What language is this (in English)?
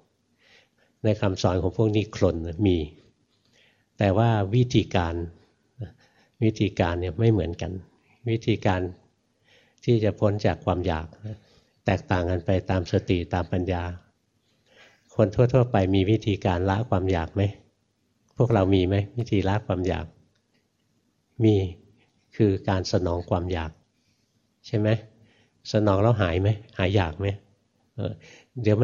Thai